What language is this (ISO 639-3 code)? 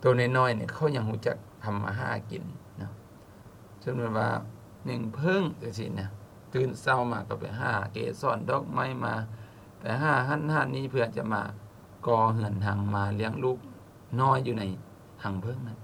lao